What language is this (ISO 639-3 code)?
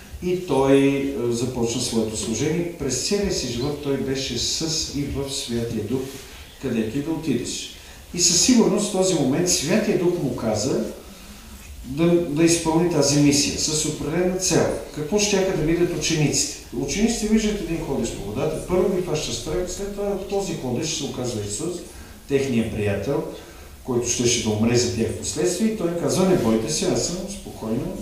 bul